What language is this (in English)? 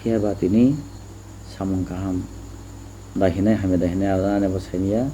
Kok Borok